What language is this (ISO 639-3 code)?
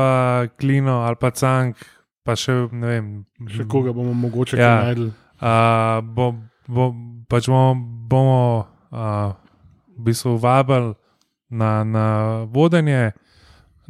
slv